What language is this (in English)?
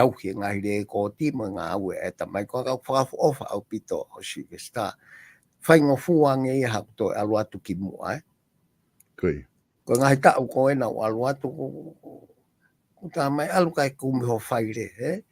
Tongan